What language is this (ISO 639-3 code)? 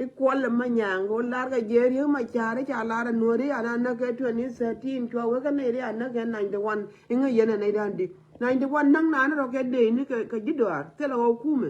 nus